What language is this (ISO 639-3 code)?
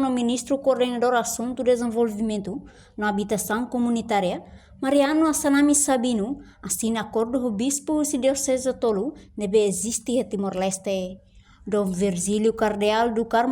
tet